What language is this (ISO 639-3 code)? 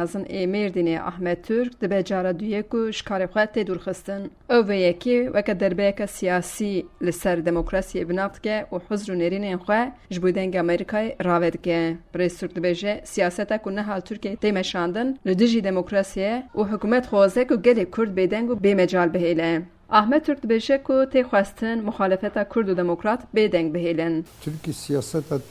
kur